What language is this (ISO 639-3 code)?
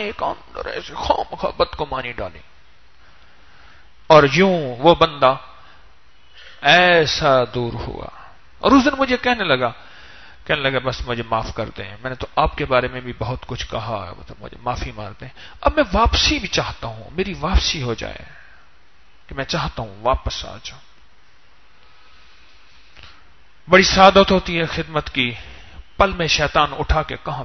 urd